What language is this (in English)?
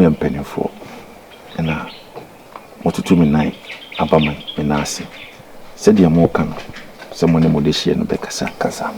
Akan